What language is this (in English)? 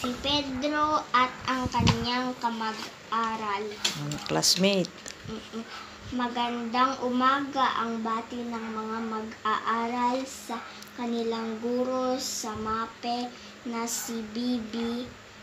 Filipino